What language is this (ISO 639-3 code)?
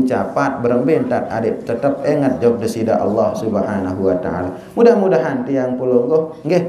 sas